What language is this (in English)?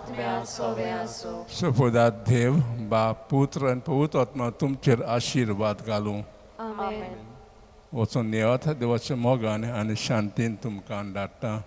Konkani